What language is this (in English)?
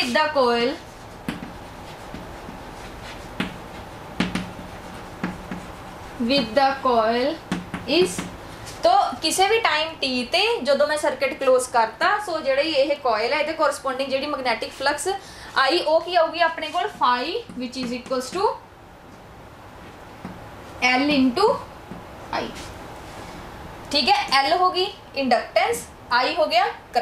Punjabi